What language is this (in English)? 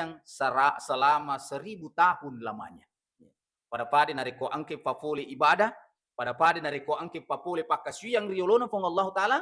Buginese